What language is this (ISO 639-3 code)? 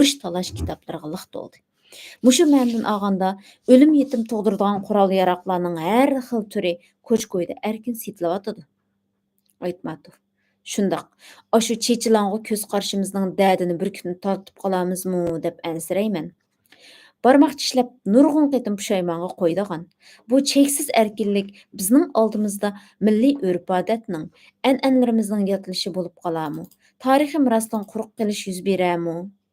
uig